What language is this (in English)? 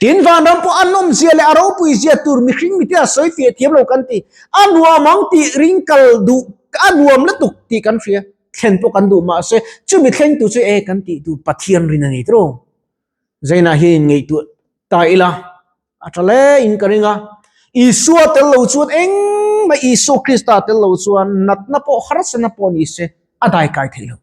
Mizo